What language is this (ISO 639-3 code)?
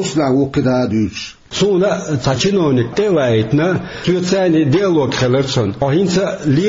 che